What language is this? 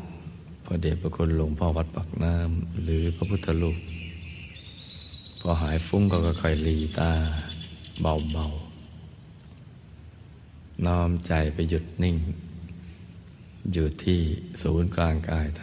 Thai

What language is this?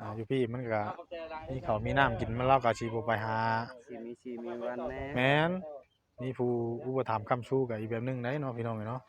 Northeastern Thai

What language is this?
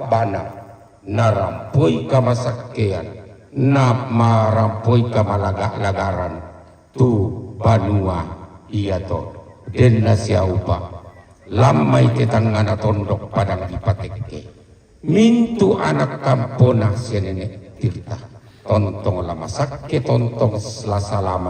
Toraja-Sa'dan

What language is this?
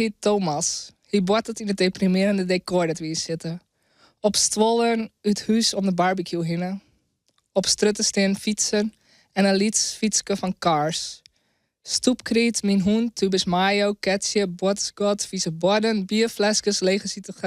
Western Frisian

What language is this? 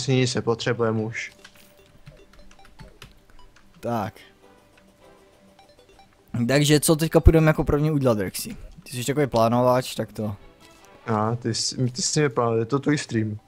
Czech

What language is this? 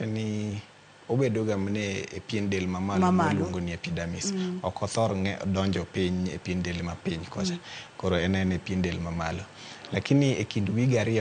Luo (Kenya and Tanzania)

